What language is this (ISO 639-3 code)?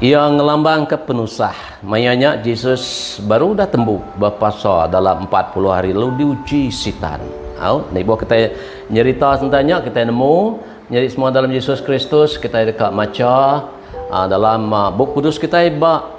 iba